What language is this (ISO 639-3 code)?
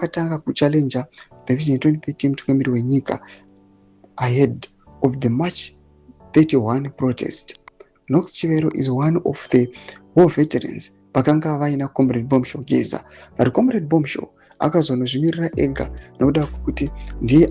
sna